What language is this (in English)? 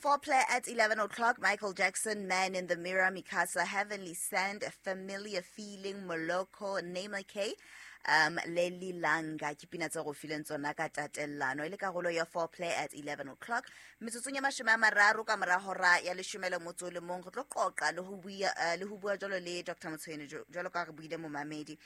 Southern Sotho